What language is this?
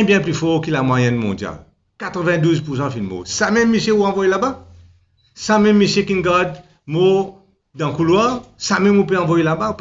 Morisyen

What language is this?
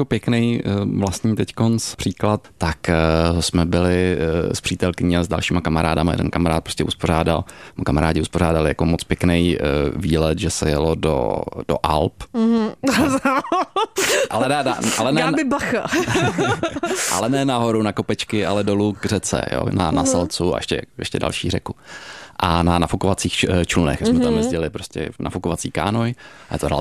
Czech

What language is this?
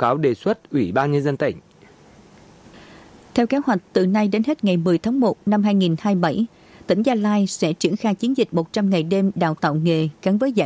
Vietnamese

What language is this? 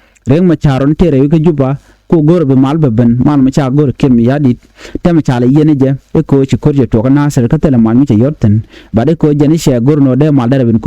Nuer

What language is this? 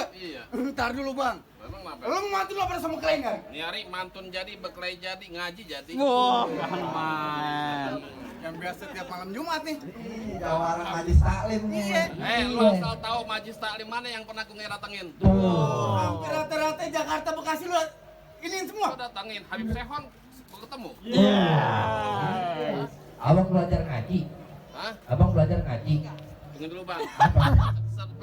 Betawi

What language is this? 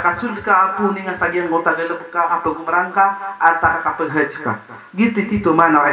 Maranao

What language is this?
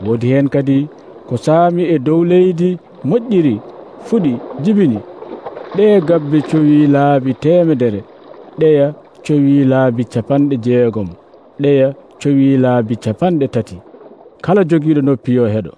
Nigerian Fulfulde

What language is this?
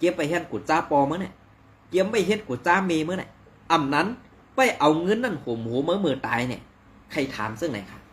Shan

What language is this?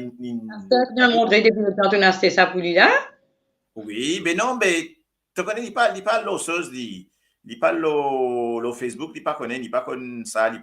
Morisyen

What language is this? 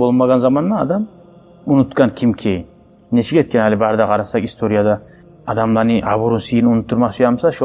Kumyk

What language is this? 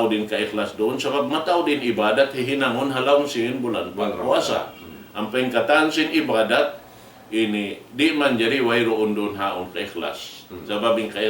Tausug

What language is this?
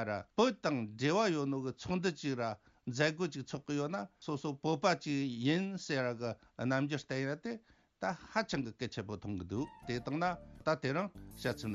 Tibetan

